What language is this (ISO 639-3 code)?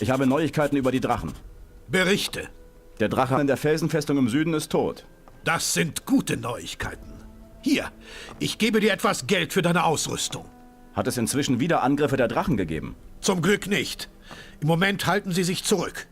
bar